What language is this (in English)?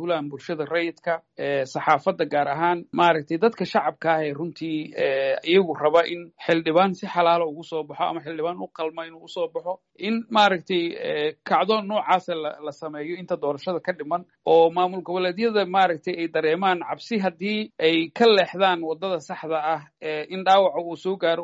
Somali